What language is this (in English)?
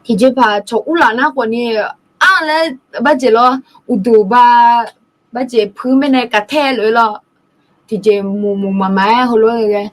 Akha